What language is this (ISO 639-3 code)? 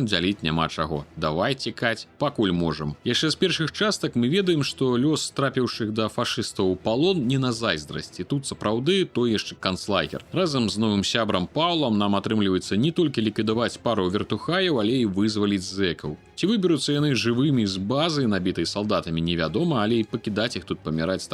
bel